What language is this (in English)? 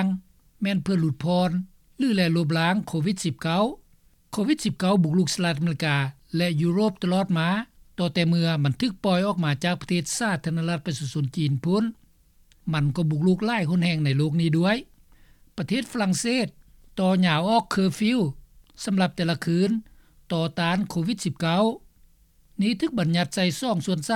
Lao